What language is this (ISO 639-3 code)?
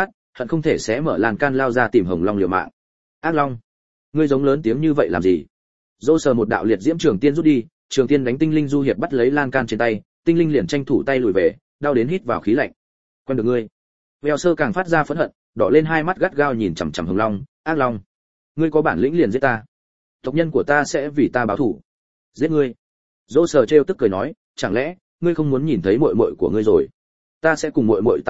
vie